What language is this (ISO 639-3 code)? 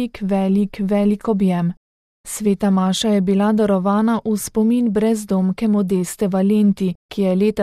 slv